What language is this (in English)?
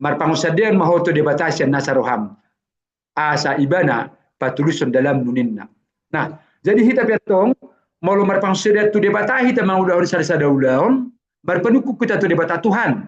Batak Toba